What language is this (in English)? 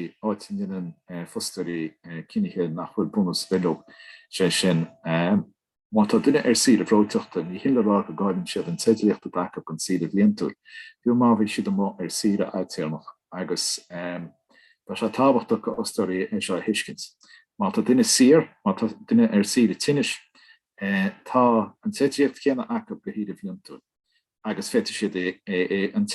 Irish